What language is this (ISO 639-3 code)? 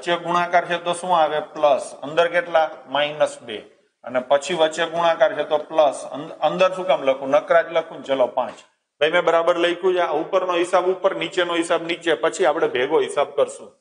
guj